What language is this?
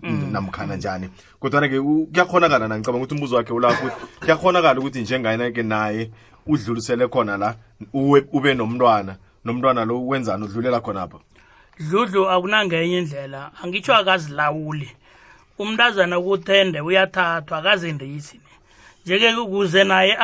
South Ndebele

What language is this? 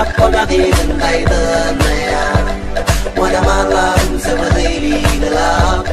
Pohnpeian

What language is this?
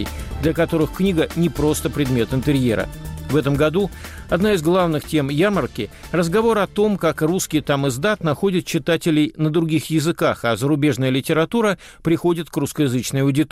Russian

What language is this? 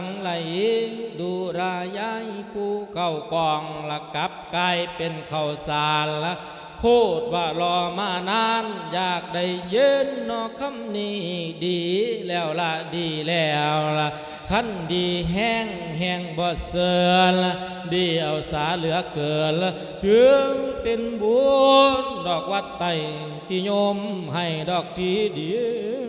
Lao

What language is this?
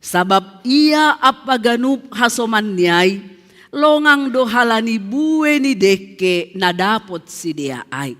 Batak Simalungun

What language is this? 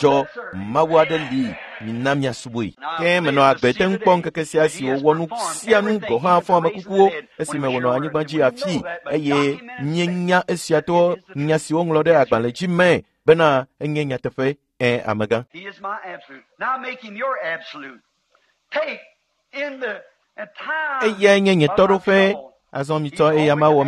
Ewe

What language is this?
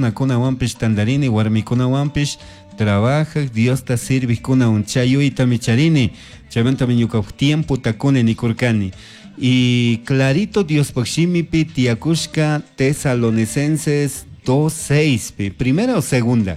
Chimborazo Highland Quichua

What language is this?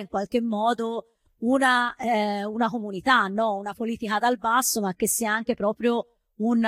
Italian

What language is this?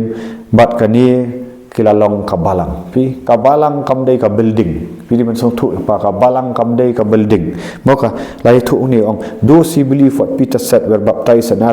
Khasi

